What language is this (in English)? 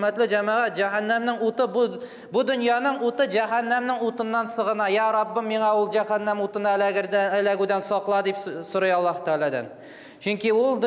Tatar